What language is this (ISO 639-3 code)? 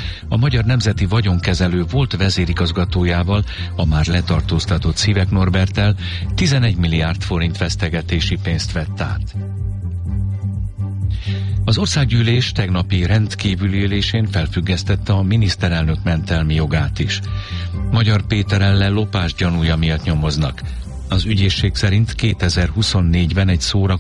hun